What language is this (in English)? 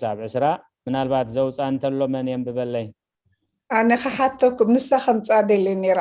Tigrinya